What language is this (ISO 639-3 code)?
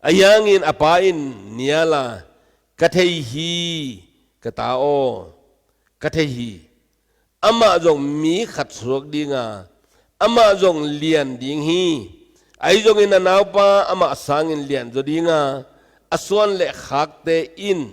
ctd